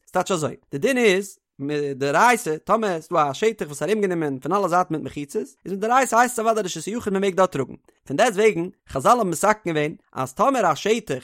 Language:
Yiddish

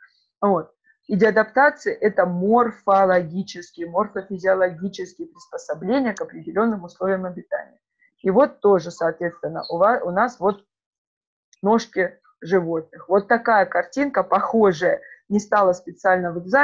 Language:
Russian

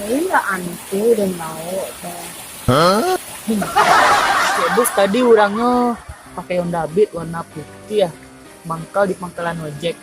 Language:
Minangkabau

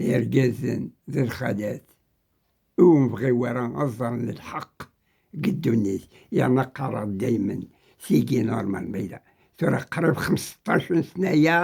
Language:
Kabyle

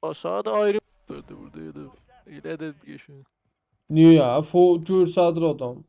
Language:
South Azerbaijani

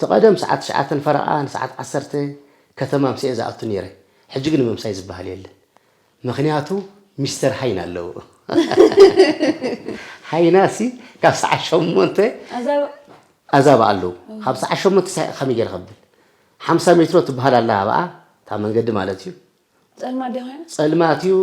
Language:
Tigrinya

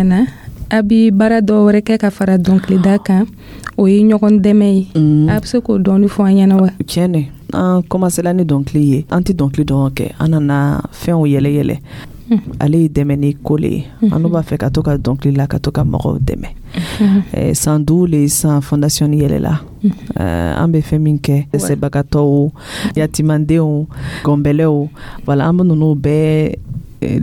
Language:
Dyula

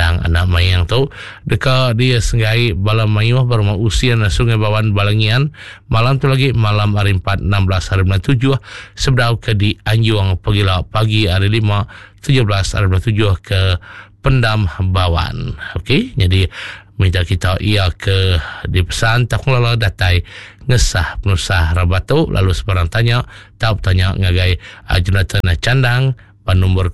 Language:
Iban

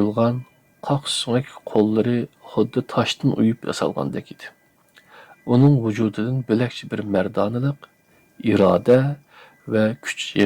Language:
Uyghur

